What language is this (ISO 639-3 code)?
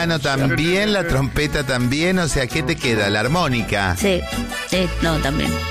spa